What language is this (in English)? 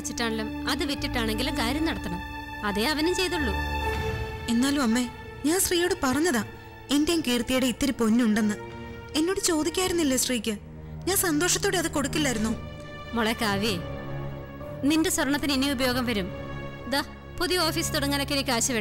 Malayalam